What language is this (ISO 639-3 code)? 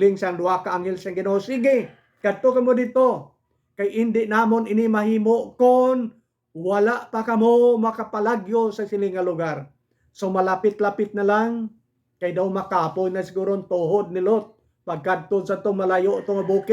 hil